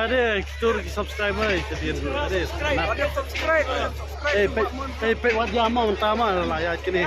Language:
Khasi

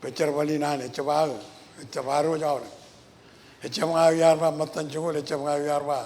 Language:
Marshallese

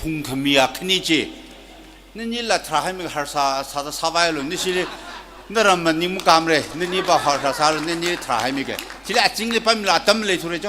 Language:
Tangkhul Naga (India)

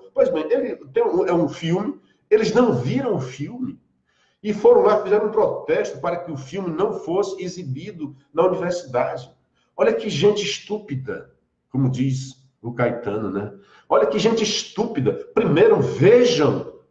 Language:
Portuguese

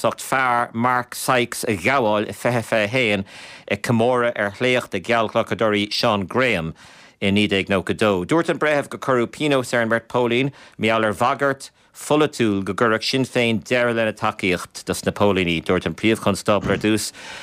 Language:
Irish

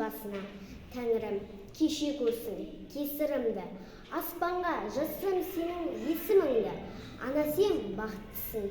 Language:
Kazakh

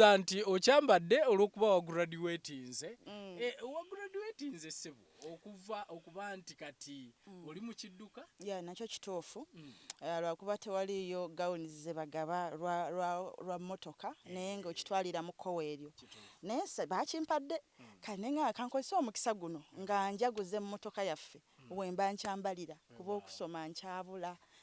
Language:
Ganda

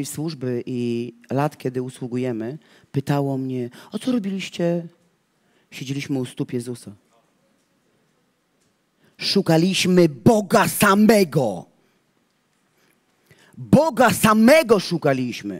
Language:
Polish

